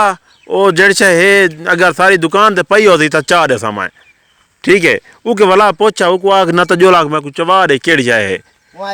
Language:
Saraiki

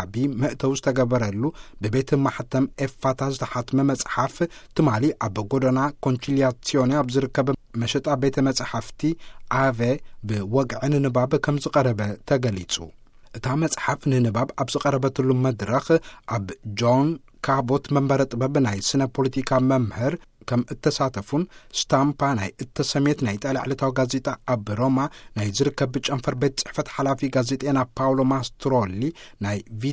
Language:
Tigrinya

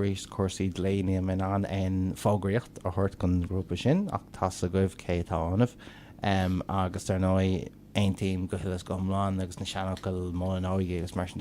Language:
Irish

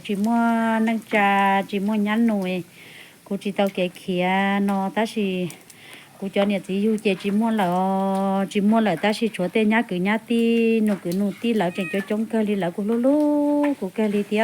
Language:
Hmong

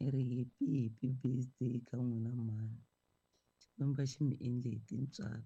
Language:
Tsonga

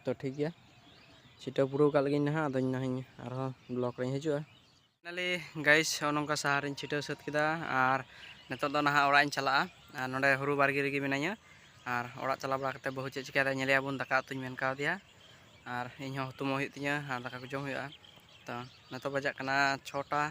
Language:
Santali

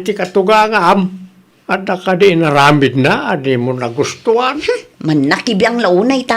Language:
Iloko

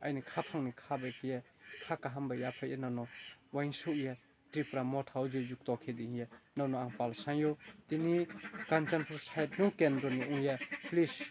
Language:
Riang (India)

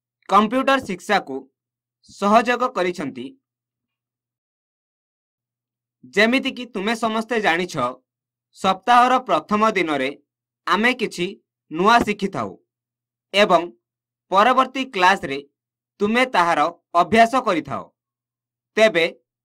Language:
Odia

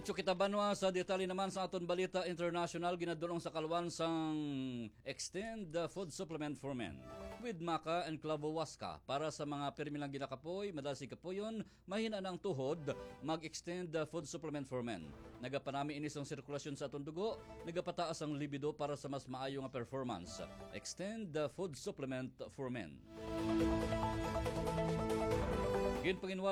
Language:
Hiligaynon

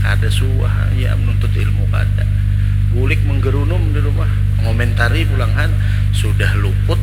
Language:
Banjar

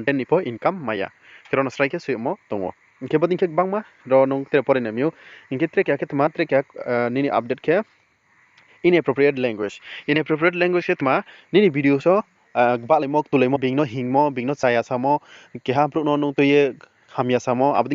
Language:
Riang (India)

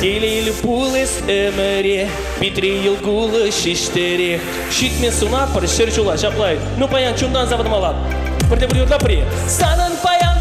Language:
Chuvash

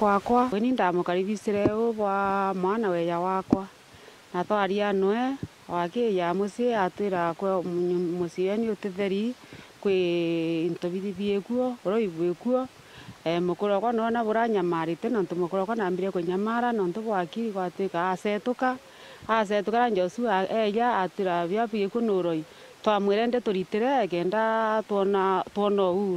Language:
Meru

